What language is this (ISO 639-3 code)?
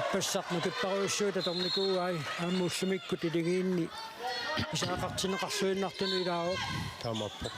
kal